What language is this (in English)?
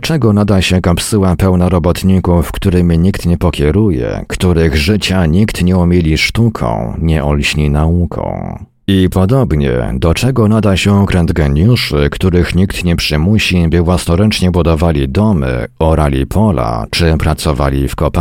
Polish